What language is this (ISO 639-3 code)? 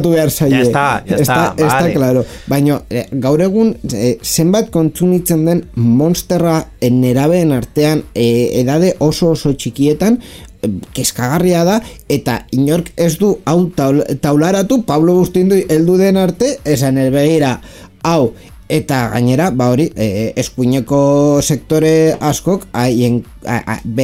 eus